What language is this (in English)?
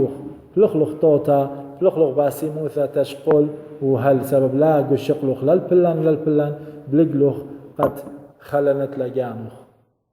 Assyrian Neo-Aramaic